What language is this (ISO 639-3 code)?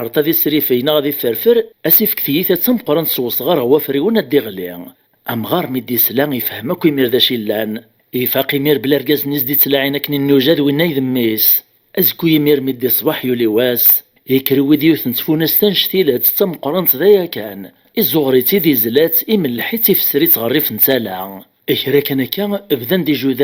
kab